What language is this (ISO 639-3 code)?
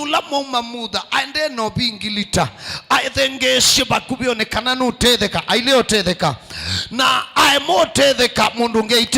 kam